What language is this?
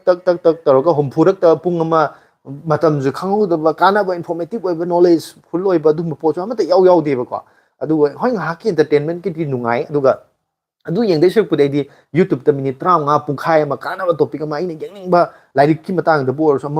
Manipuri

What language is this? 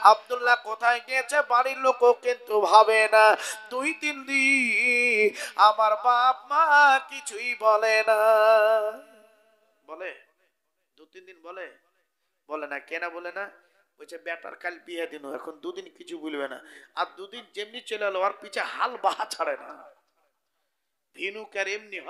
Bangla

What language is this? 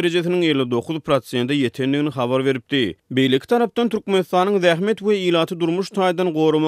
Turkmen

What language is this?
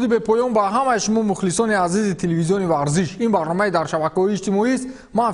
Tajik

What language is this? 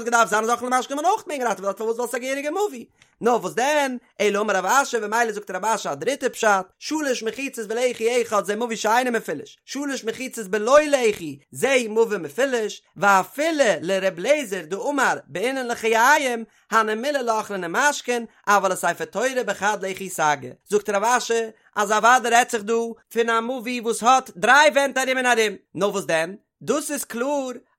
Yiddish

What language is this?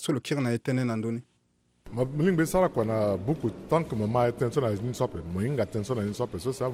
Sango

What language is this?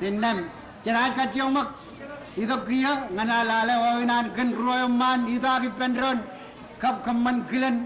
Marshallese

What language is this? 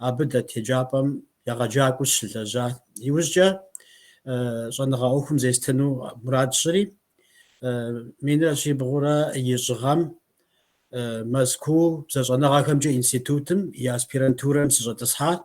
Kabardian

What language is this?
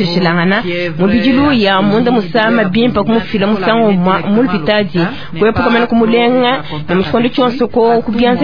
Luba-Lulua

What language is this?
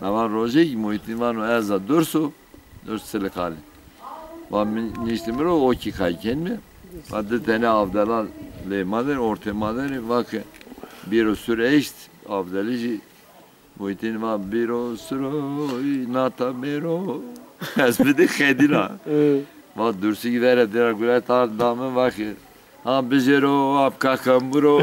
Zaza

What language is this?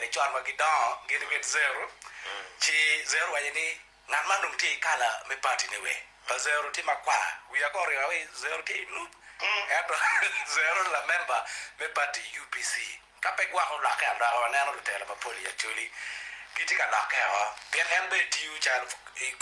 Acoli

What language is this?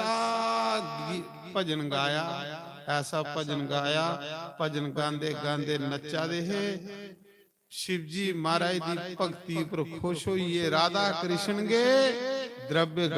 Dogri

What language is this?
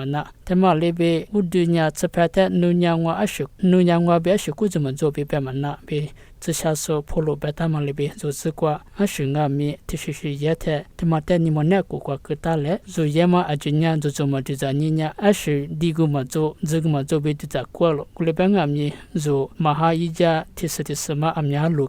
Lisu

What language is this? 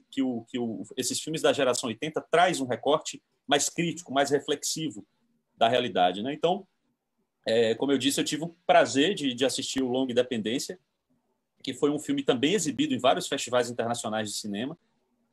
Portuguese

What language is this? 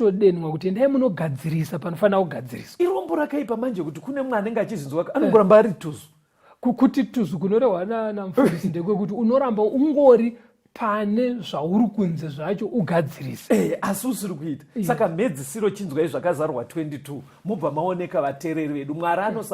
Shona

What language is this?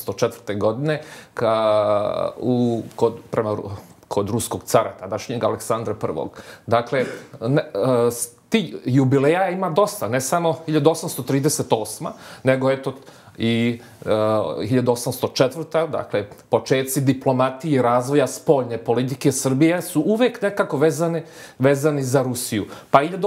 Serbian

